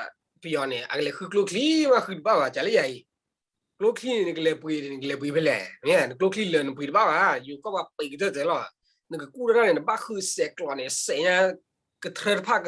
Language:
S'gaw Karen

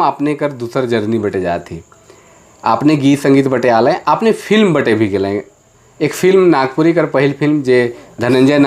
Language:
Sadri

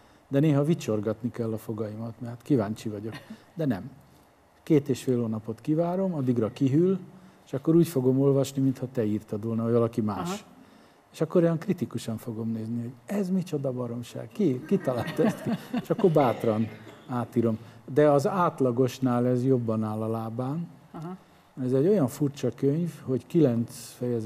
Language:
Hungarian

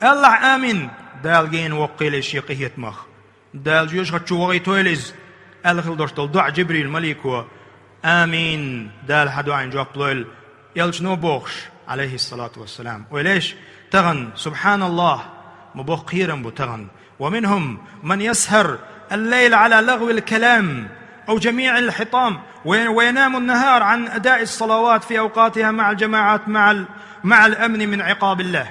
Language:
Chechen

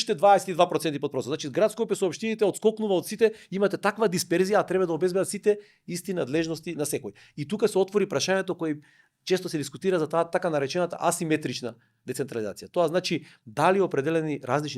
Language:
Macedonian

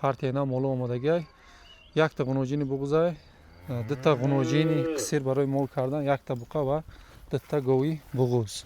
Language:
Tajik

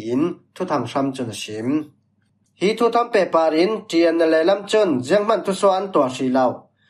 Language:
Falam Chin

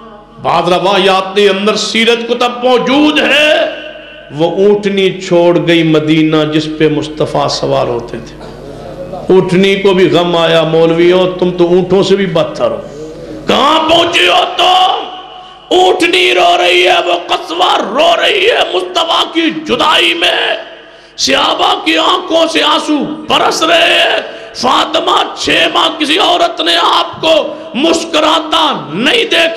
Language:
Urdu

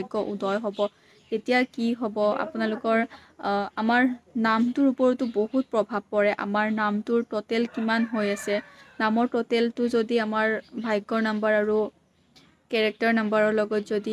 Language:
Assamese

